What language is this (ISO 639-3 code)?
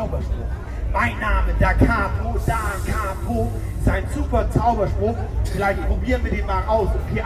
gsw